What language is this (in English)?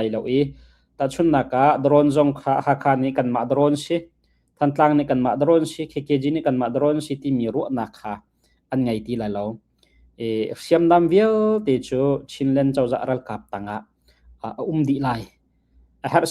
Hakha Chin